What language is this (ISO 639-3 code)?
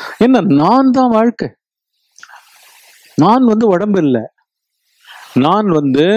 tam